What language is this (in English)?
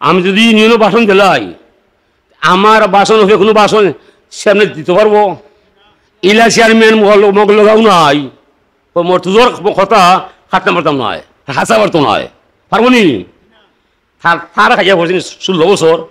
Sylheti